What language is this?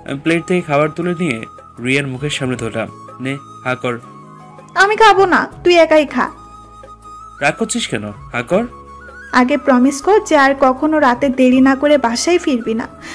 Bangla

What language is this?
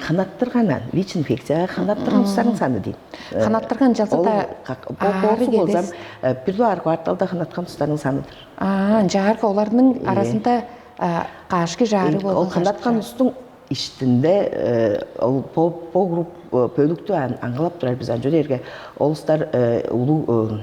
Tuvinian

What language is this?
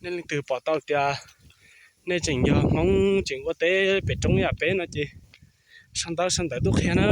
Hmong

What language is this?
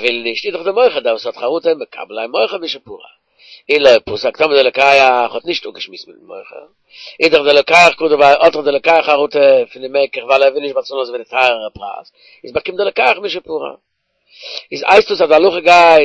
Yiddish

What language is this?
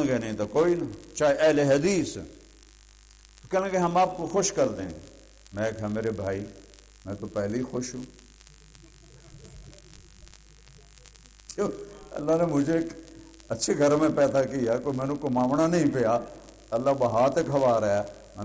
Urdu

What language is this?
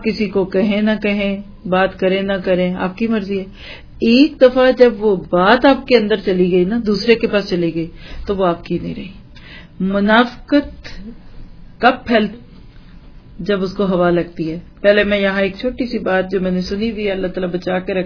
Urdu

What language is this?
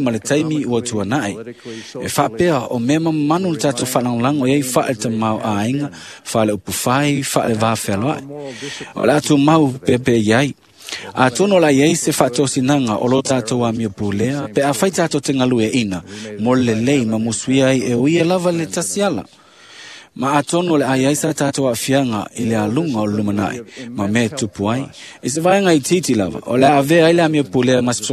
Samoan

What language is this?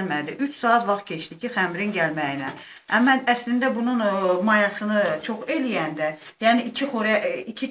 Azerbaijani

